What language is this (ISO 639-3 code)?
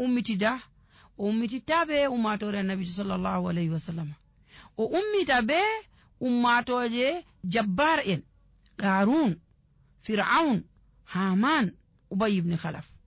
fuv